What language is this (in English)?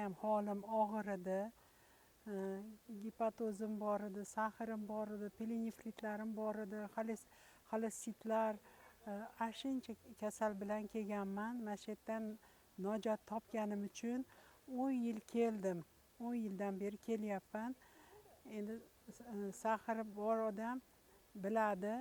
Uzbek